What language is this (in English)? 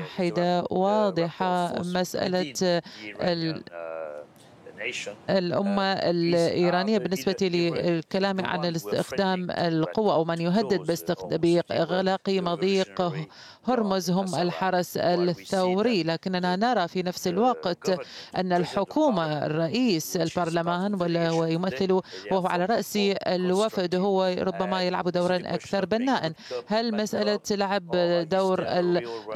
Arabic